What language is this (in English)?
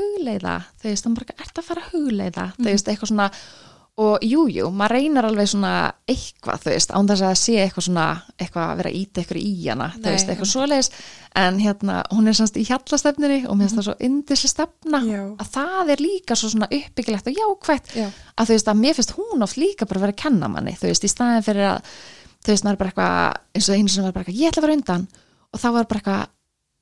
Icelandic